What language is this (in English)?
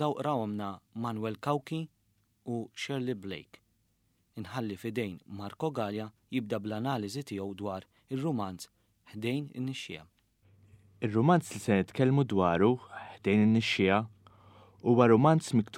Maltese